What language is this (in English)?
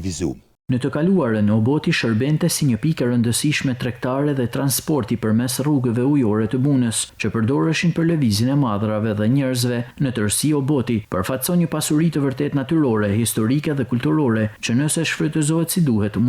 Albanian